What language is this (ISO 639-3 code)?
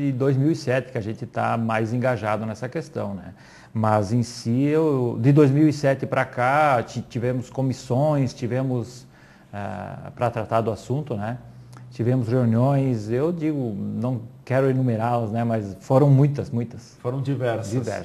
por